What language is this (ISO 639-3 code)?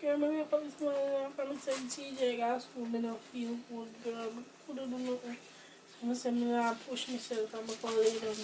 jam